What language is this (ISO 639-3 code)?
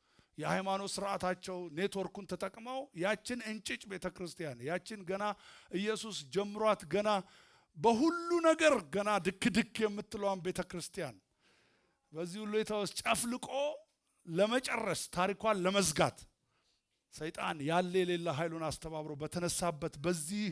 amh